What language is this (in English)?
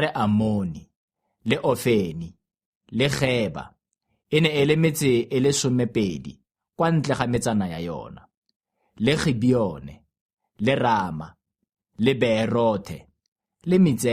Tswana